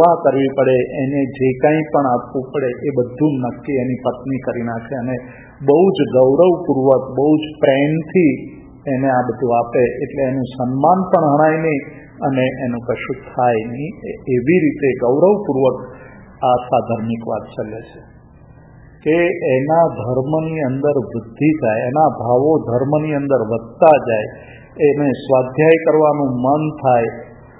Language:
Gujarati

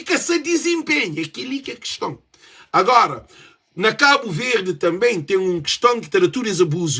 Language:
Kabuverdianu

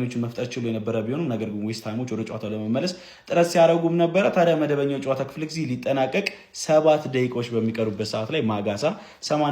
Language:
Amharic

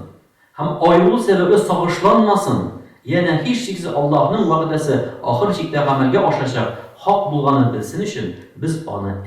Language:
Tatar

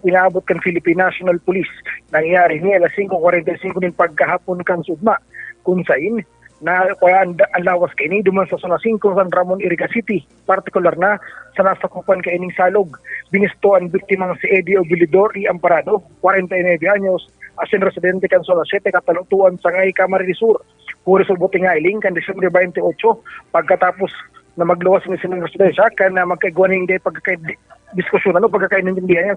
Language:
Bikol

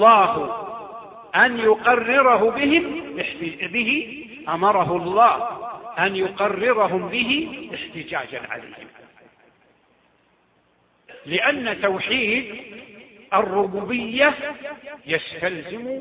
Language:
Arabic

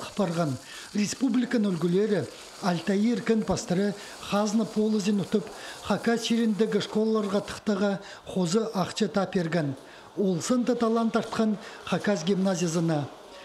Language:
Khakas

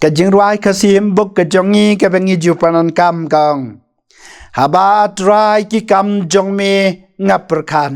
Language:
Khasi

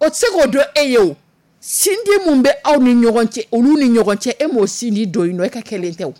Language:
Dyula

